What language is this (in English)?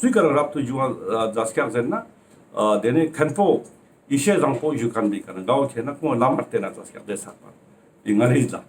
Ladakhi